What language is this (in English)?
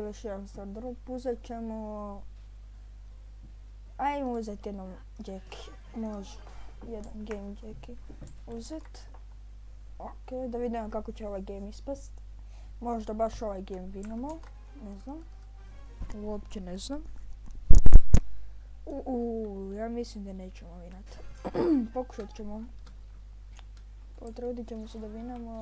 Croatian